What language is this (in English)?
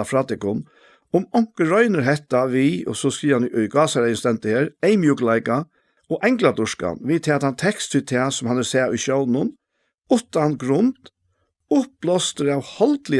Faroese